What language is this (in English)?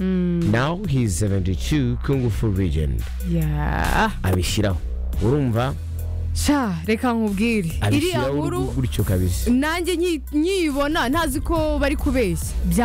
Kinyarwanda